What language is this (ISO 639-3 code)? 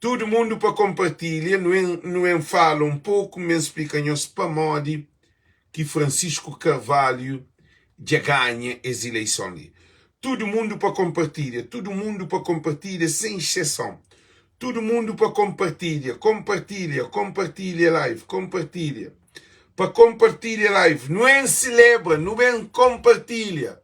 kea